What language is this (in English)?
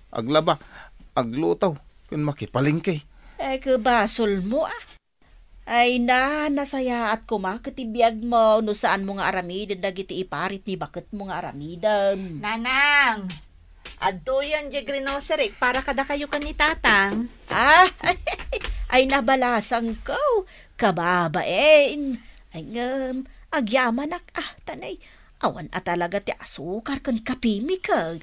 Iloko